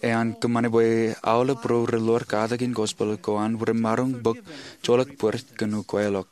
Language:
Marshallese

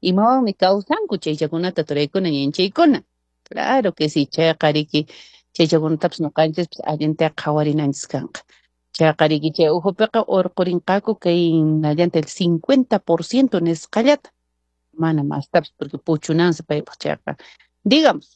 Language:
Quechua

